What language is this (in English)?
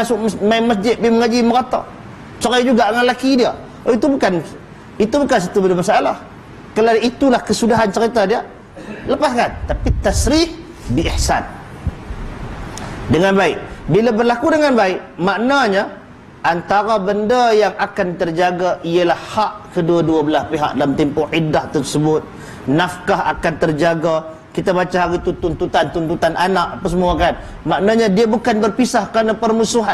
Malay